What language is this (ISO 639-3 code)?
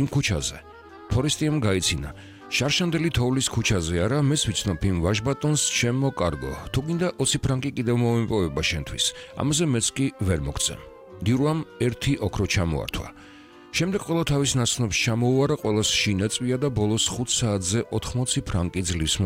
kat